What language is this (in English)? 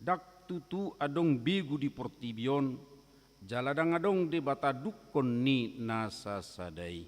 Batak Toba